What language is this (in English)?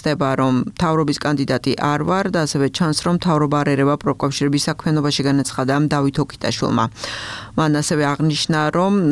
Georgian